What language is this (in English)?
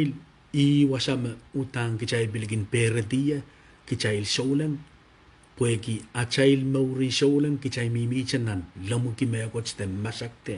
Pohnpeian